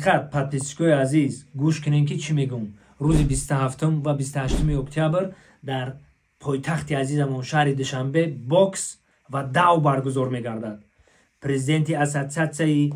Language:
Tajik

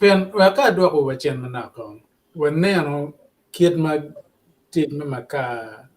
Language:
Acoli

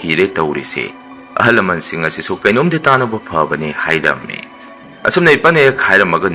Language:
Manipuri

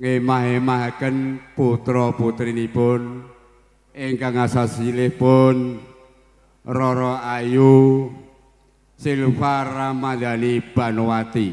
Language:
Javanese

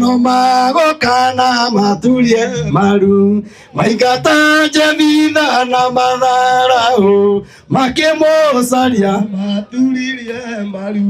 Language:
Kikuyu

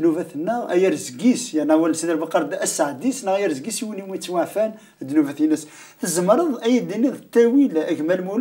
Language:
Kabyle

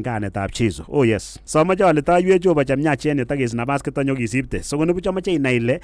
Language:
Kalenjin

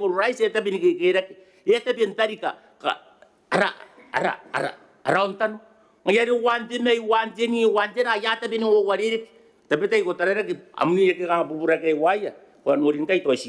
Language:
Gilbertese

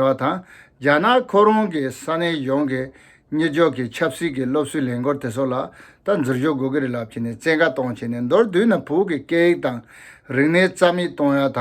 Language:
Tibetan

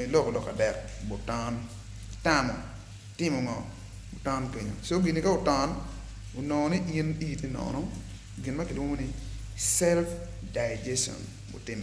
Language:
Acoli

